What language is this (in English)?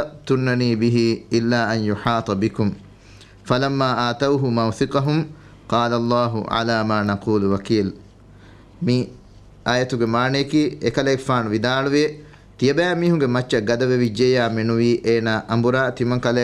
Divehi